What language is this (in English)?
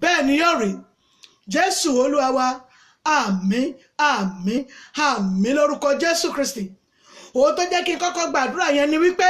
Yoruba